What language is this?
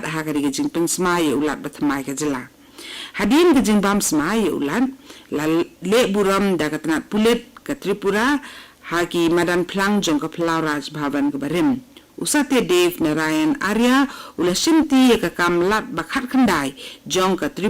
Khasi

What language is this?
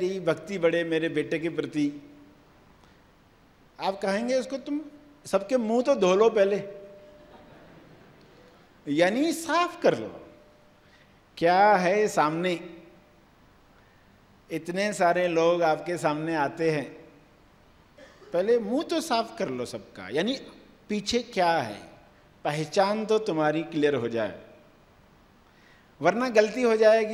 Hindi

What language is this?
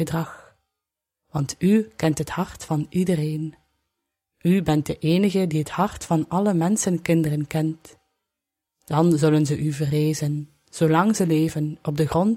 Dutch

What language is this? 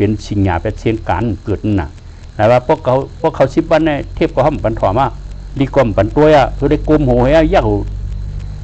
Shan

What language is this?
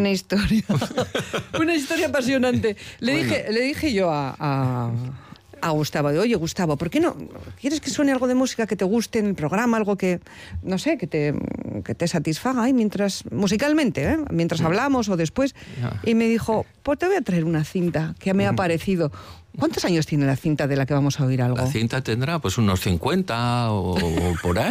Spanish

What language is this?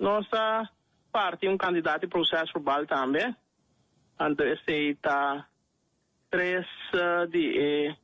Papiamento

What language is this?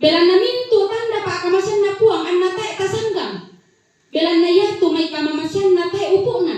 Toraja-Sa'dan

